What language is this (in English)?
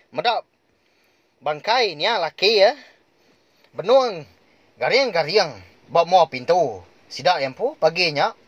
Iban